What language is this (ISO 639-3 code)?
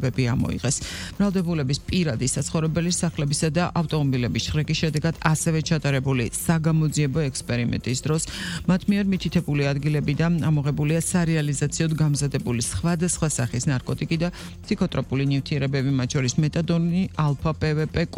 kat